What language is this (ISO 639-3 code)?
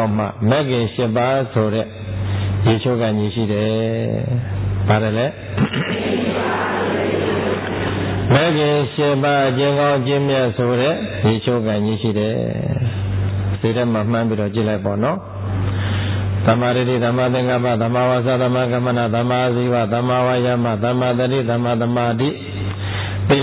mya